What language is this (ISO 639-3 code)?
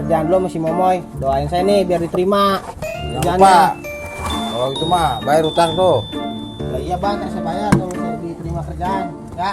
bew